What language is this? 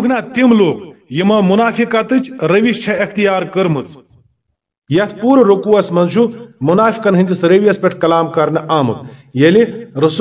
Kashmiri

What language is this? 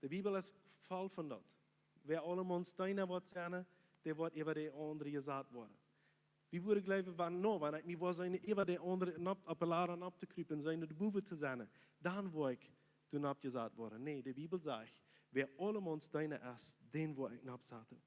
Plautdietsch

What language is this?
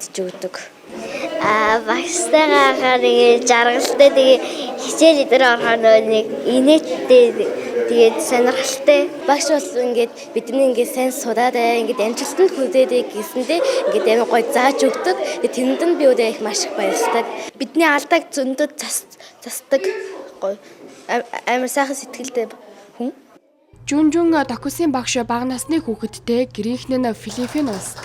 Mongolian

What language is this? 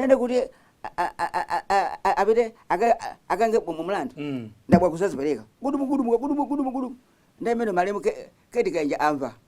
Nyanja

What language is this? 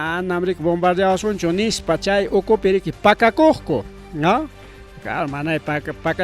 Ayacucho Quechua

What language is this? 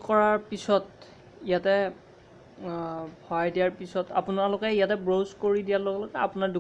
Assamese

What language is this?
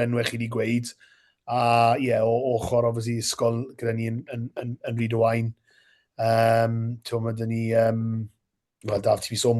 Welsh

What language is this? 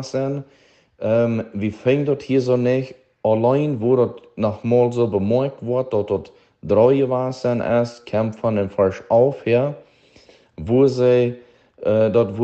Plautdietsch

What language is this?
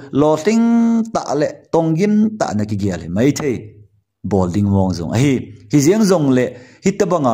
Thado Chin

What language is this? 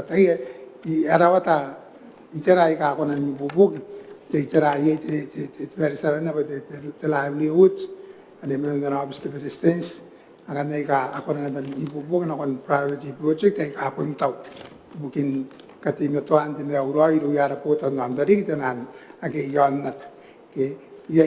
Gilbertese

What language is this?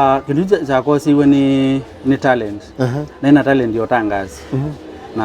Kamba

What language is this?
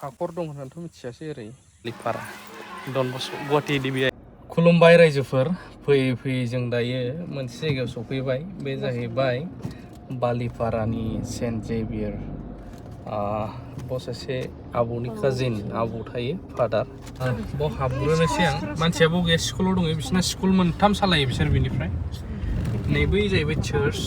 Bodo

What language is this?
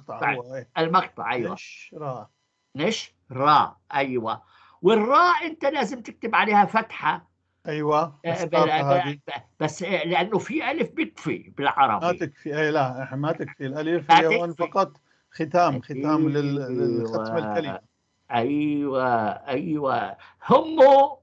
North Levantine Arabic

